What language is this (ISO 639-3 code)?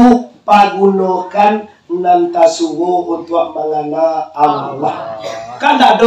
min